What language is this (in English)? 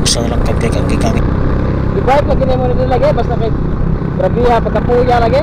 Cebuano